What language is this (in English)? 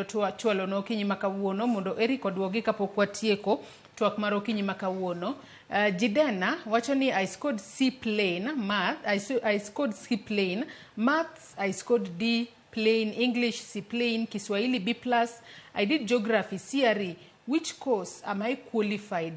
Luo (Kenya and Tanzania)